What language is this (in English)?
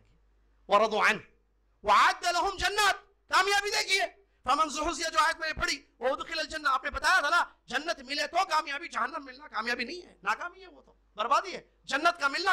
Urdu